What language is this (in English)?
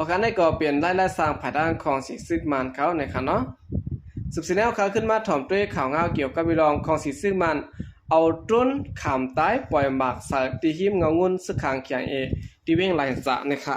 Shan